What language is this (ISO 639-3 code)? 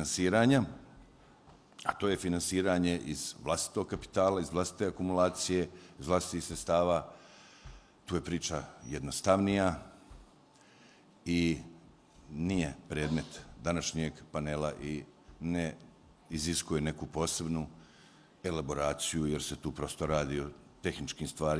bos